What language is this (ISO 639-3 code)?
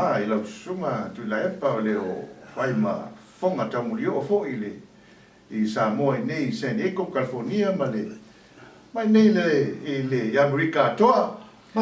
smo